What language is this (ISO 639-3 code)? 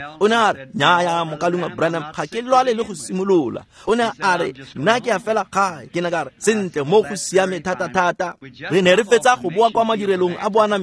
tsn